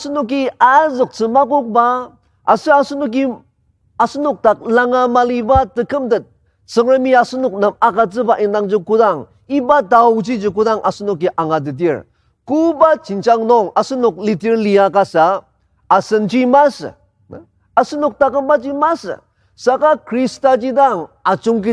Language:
Ao Naga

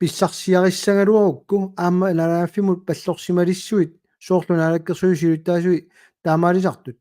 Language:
Kalaallisut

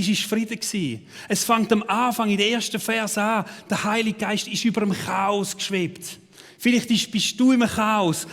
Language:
Swiss German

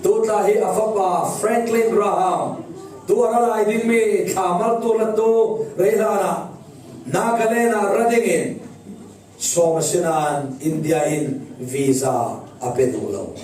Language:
Falam Chin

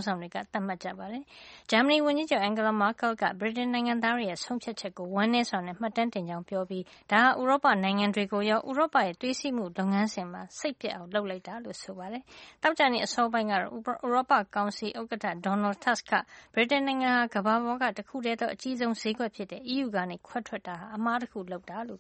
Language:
Burmese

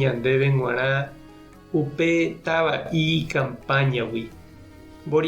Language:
Guarani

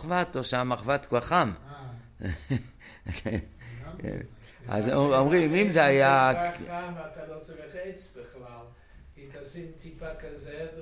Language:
Hebrew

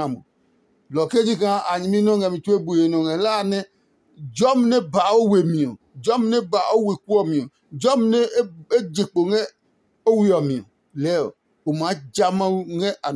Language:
Adangme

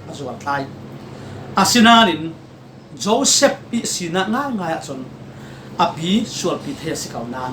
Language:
Falam Chin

